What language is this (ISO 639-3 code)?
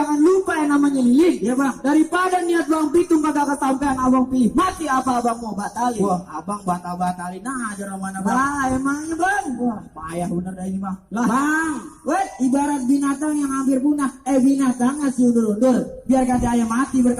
bew